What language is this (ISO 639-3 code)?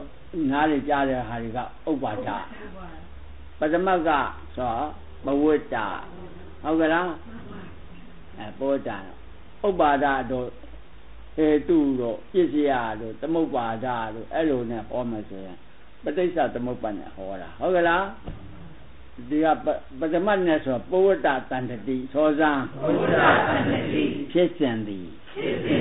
mya